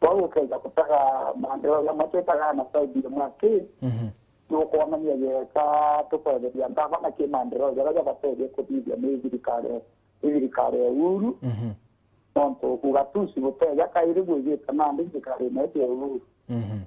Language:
Meru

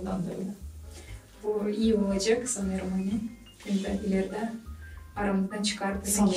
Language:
Gagauz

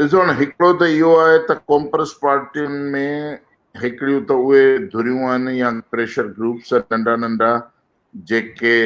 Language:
Sindhi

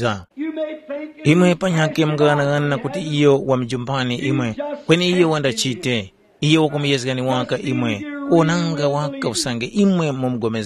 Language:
Tumbuka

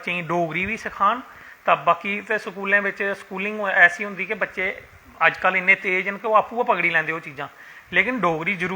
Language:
Dogri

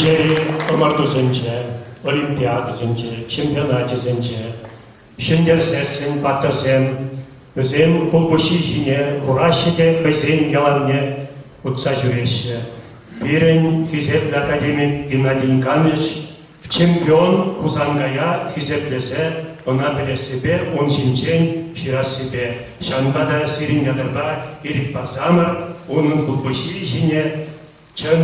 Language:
Chuvash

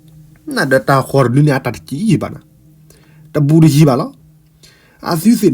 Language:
S'gaw Karen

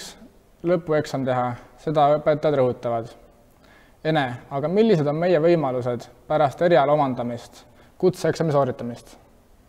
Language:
Estonian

